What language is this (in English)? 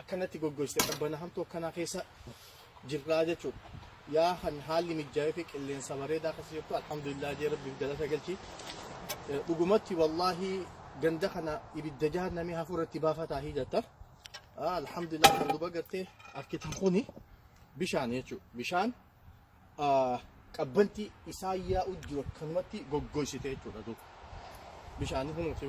Oromo